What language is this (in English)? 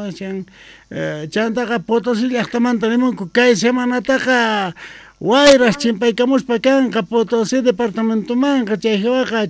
South Bolivian Quechua